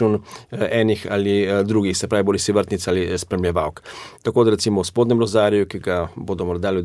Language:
Slovenian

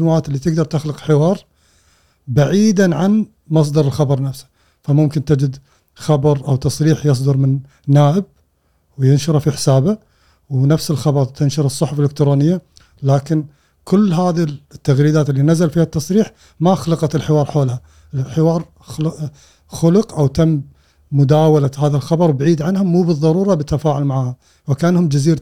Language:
Gulf Arabic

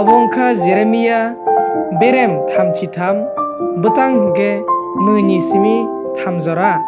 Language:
Kok Borok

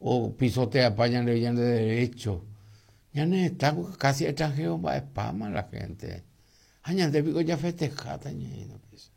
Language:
Guarani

